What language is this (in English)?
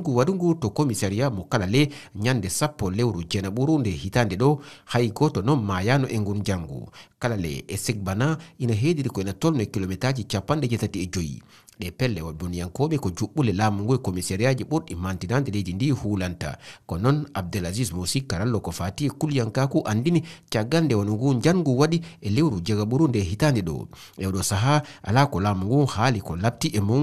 Fula